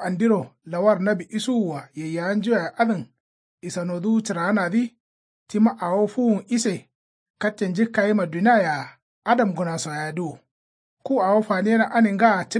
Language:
Kanuri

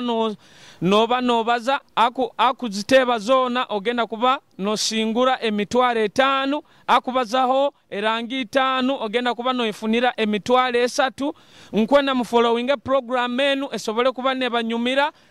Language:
Nyoro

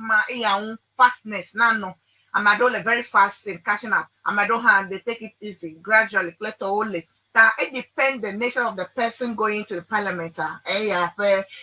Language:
Ewe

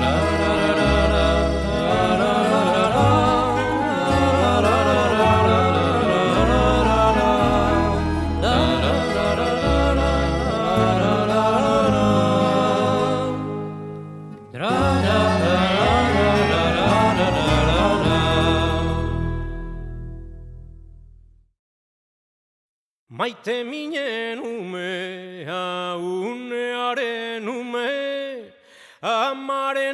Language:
Basque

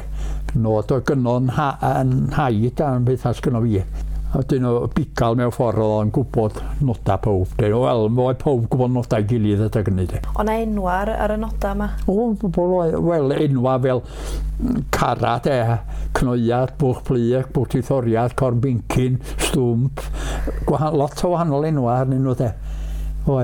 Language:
Welsh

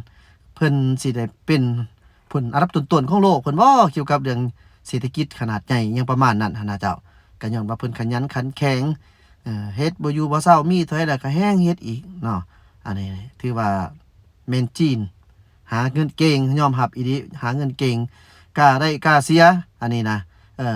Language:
Lao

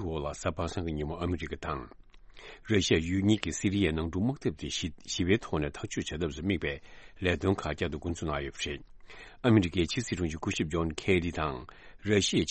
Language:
Tibetan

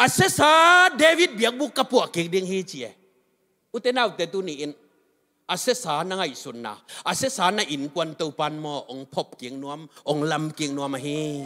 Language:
Tedim Chin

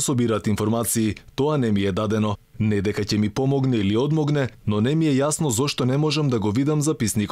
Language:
Macedonian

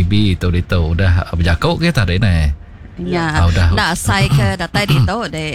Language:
Iban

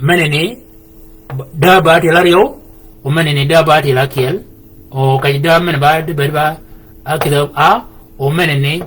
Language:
Shilluk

